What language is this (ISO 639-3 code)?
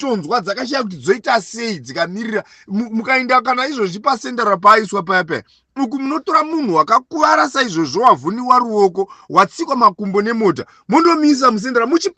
sna